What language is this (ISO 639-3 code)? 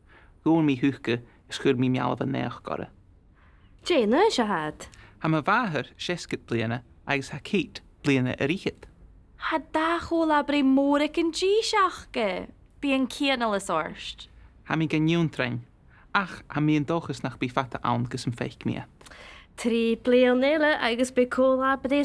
gla